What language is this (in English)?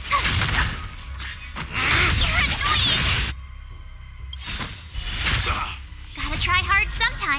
English